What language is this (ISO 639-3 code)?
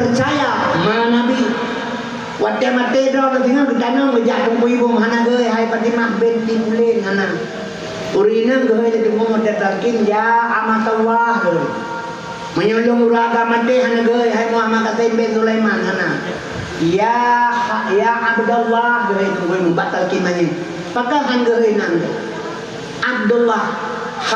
ace